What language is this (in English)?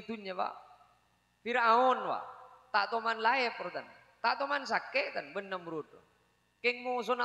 Madurese